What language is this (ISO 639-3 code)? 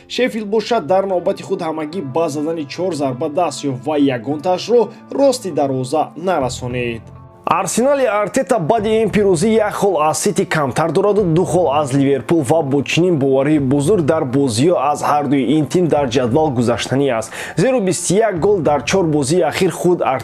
tgk